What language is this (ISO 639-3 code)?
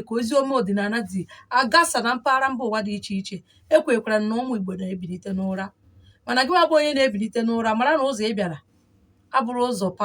ibo